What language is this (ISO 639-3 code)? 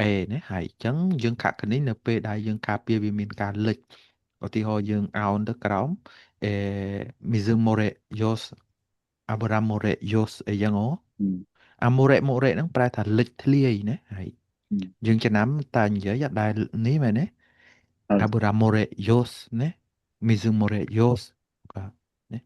khm